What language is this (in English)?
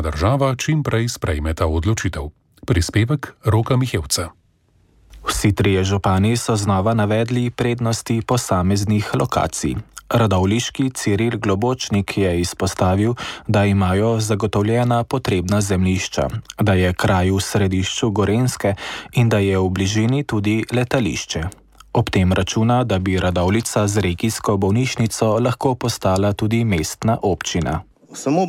Slovenian